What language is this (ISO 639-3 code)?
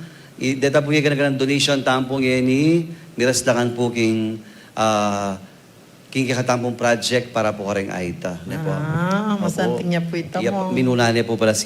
pam